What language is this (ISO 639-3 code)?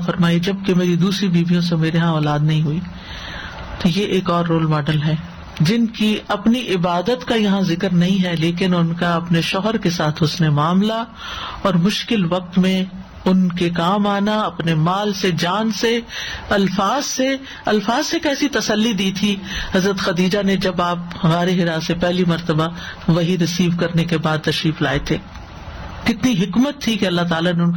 urd